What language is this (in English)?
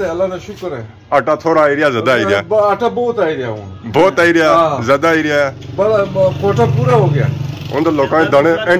Pahari-Potwari